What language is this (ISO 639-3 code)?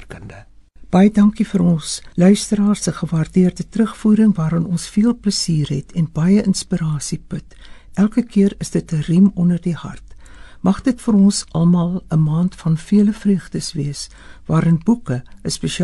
afr